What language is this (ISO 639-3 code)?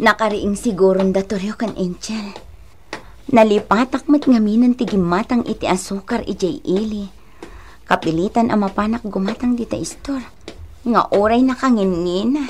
ilo